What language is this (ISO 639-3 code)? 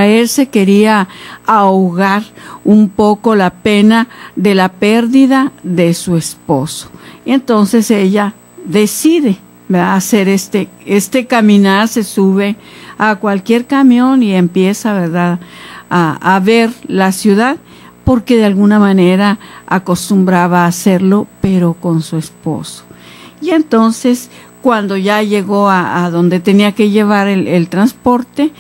spa